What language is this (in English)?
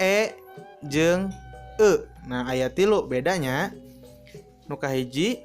Sundanese